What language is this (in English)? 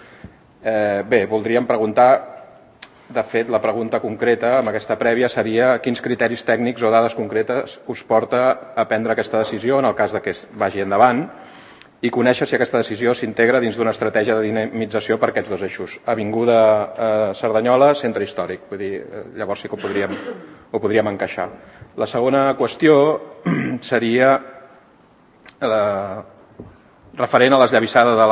Catalan